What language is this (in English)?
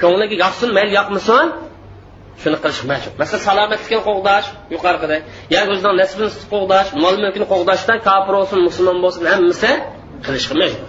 Uyghur